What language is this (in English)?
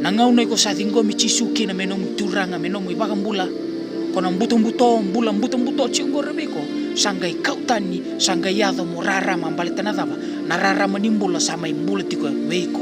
Fijian